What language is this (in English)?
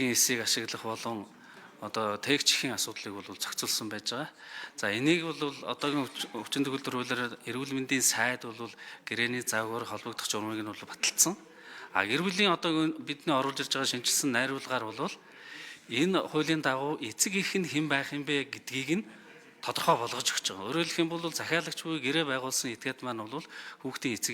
Mongolian